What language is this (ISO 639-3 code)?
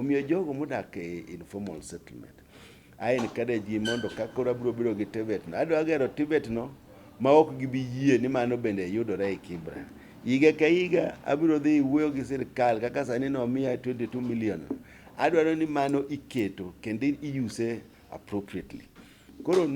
luo